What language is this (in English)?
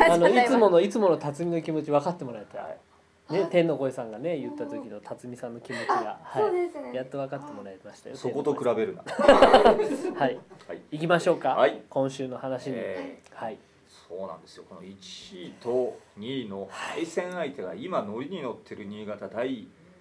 Japanese